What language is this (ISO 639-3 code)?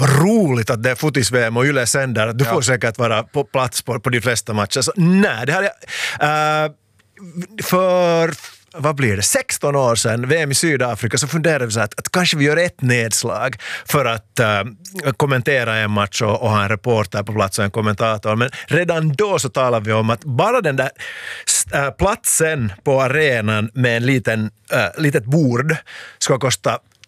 swe